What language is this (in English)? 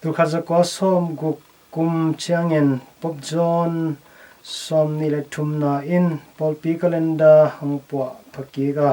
Tedim Chin